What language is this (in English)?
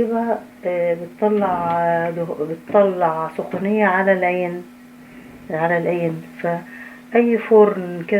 Egyptian Arabic